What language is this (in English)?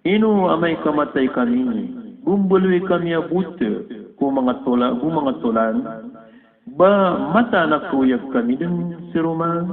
Maranao